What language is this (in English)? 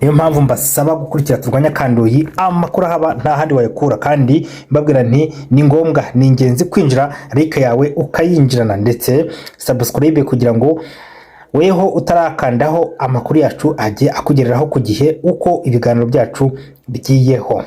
Kinyarwanda